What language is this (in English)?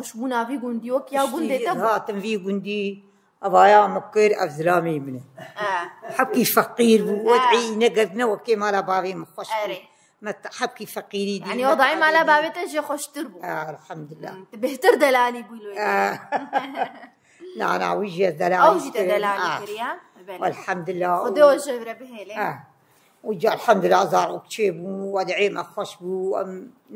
Kurdish